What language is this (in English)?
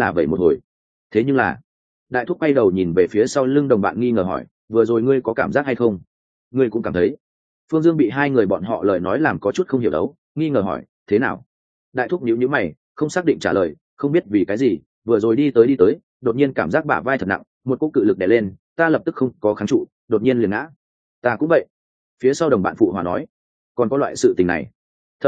Vietnamese